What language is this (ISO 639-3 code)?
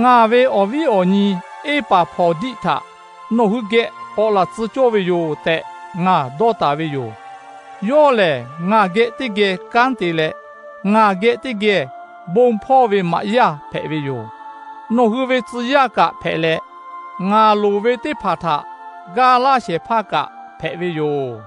lhu